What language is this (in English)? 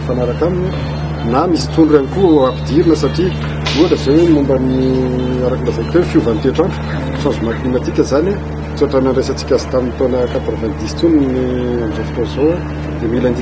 Malagasy